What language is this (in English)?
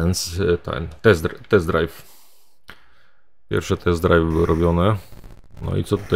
Polish